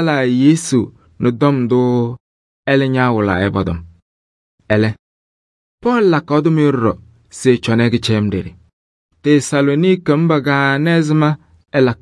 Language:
Kabiyè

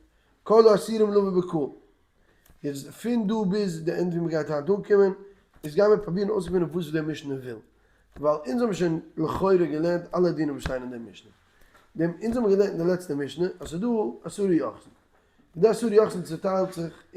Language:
Yiddish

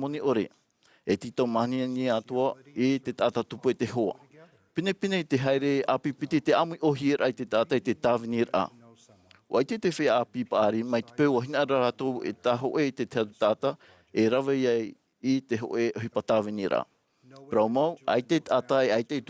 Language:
Tahitian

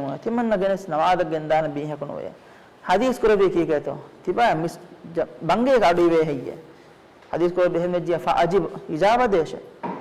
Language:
Divehi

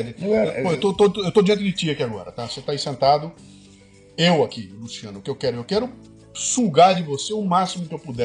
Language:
Portuguese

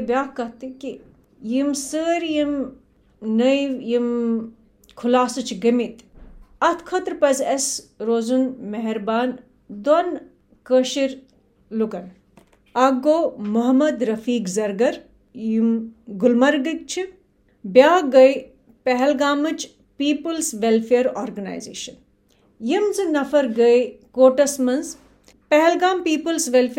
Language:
Kashmiri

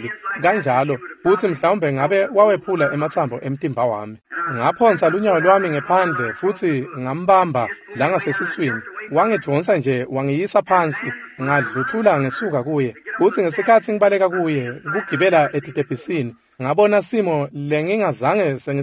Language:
Swati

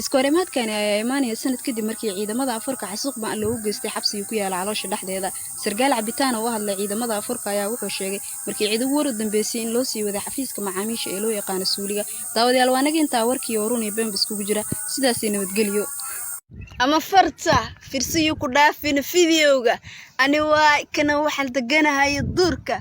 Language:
Somali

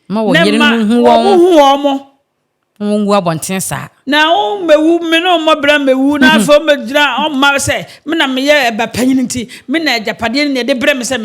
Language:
Akan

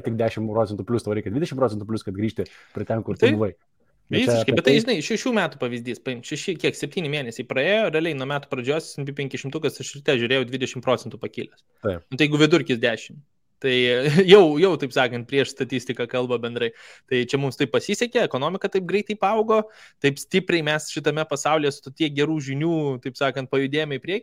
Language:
Lithuanian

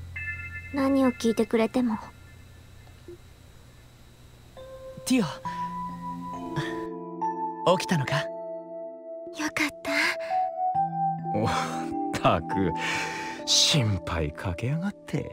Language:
Japanese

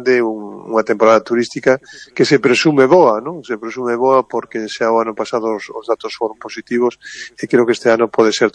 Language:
Galician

